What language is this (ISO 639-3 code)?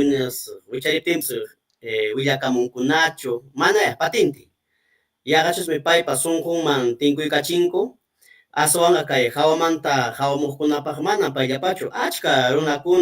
quy